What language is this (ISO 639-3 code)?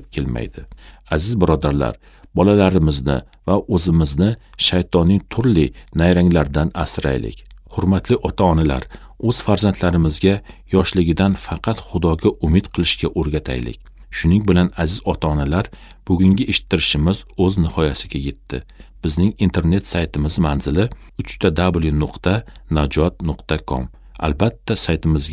uzb